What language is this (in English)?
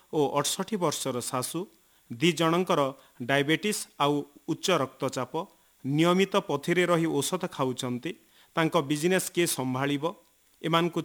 Odia